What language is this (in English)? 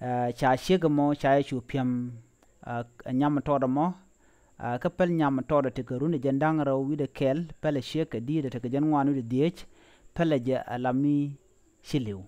Nuer